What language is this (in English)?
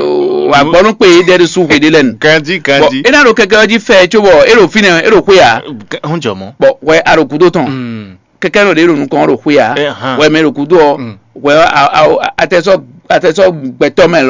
Fon